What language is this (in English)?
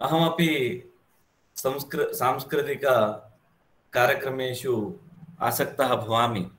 Sanskrit